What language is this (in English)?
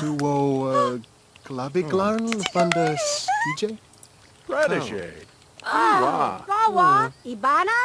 Bavarian